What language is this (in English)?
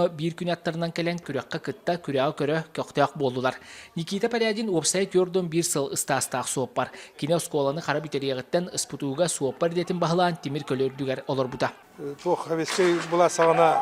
Yakut